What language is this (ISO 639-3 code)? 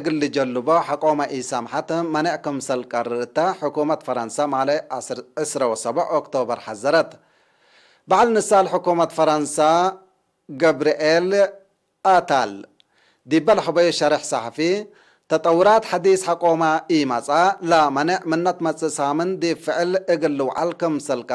tig